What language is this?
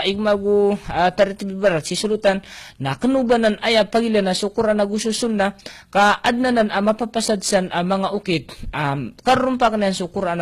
Maranao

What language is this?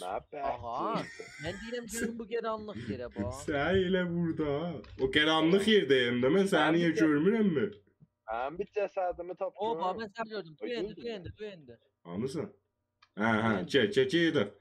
South Azerbaijani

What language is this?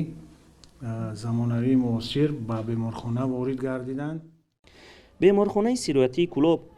Tajik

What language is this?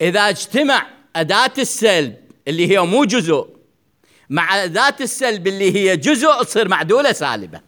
Mesopotamian Arabic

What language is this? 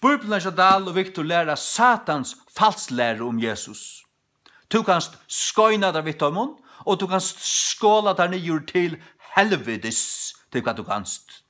Faroese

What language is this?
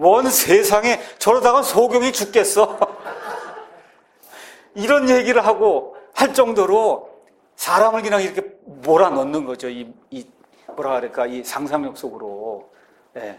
Korean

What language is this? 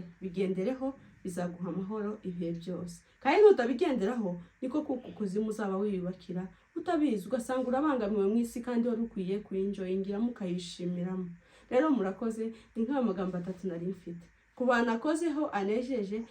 Kinyarwanda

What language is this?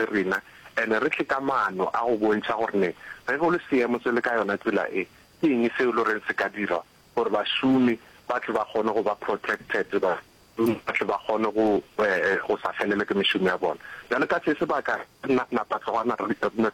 Northern Sotho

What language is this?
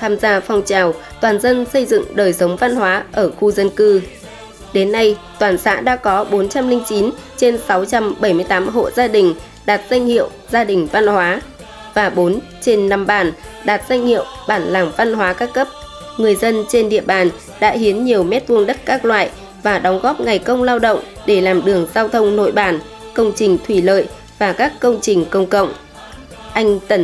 Vietnamese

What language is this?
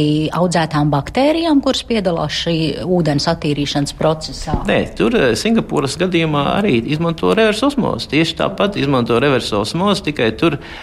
Latvian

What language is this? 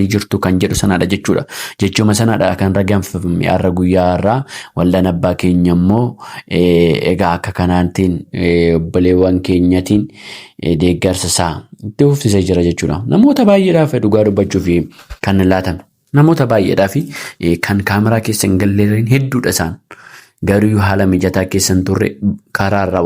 Oromo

